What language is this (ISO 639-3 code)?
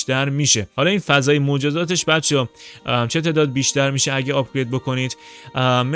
fas